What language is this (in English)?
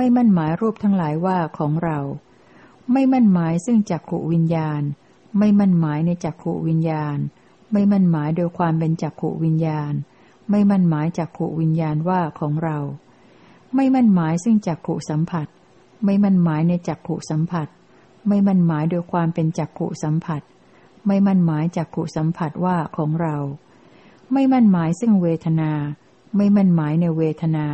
Thai